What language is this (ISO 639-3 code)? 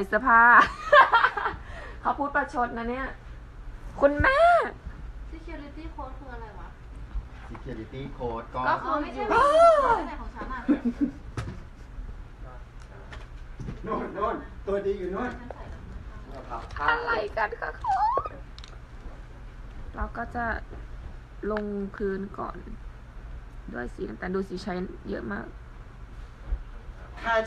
tha